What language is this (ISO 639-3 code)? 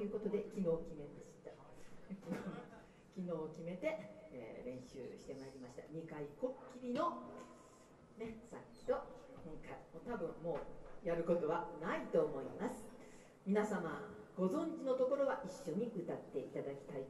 jpn